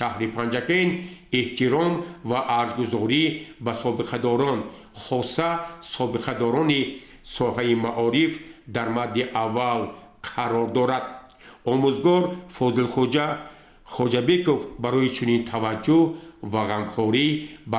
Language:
Tajik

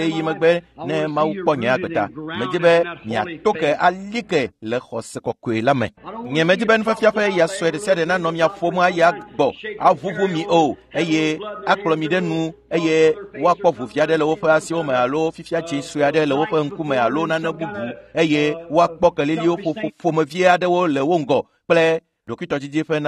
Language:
Ewe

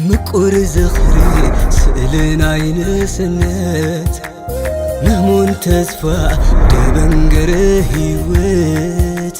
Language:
Tigrinya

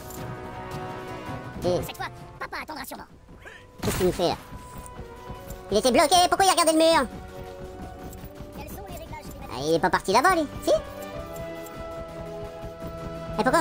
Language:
French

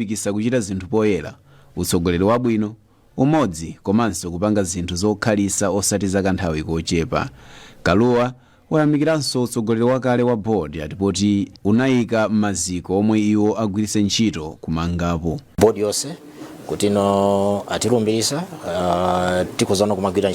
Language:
Nyanja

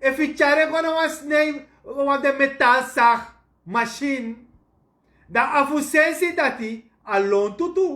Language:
Sranan Tongo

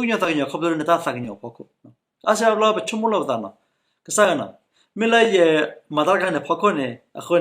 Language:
S'gaw Karen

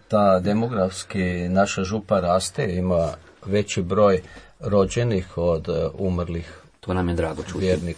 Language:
Croatian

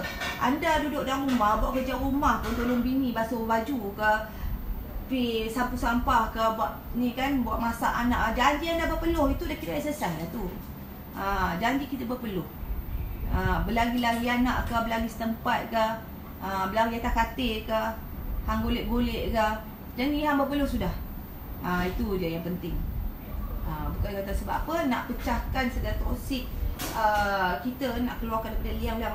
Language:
Malay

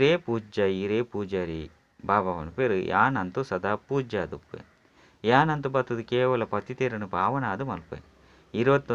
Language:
Tulu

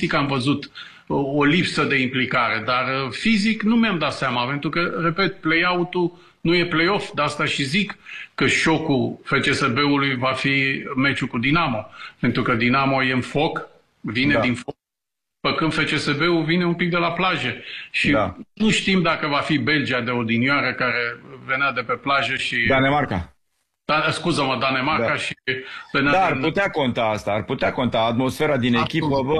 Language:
Romanian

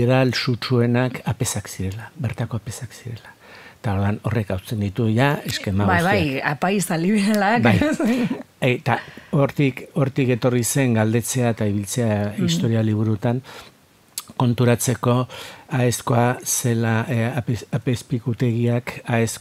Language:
Basque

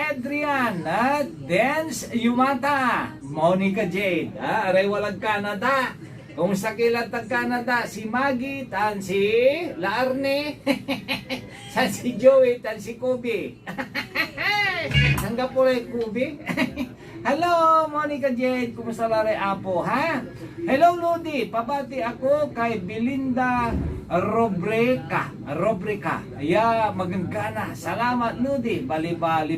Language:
Pangasinan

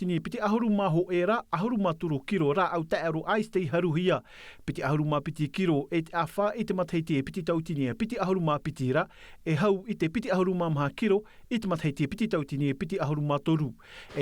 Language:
Tahitian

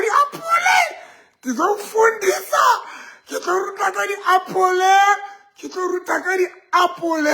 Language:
Southern Sotho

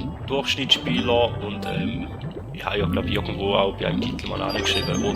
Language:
Swiss German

